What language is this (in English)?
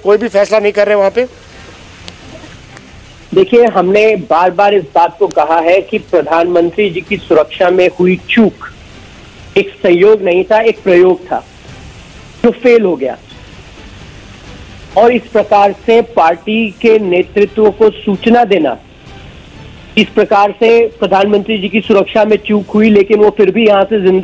Hindi